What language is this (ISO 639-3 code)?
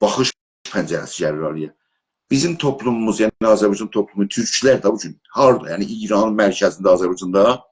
azb